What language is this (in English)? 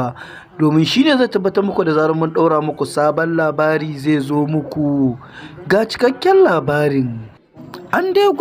Hausa